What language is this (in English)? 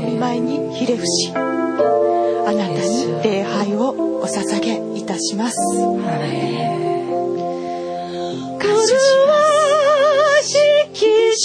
Japanese